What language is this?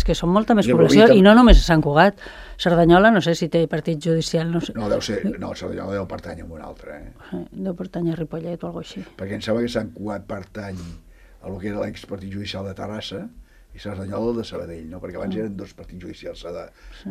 Catalan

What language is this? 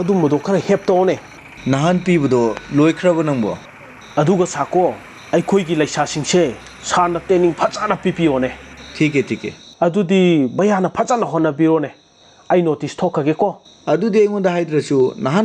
Manipuri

